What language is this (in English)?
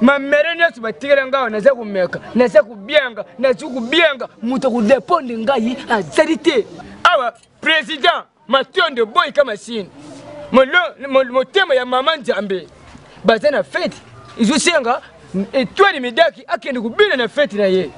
Lingala